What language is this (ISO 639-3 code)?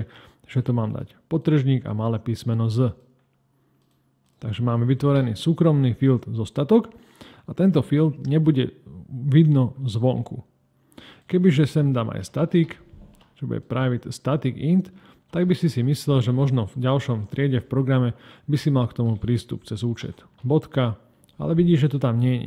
slk